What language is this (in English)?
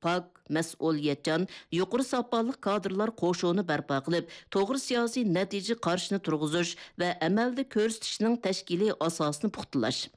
Uyghur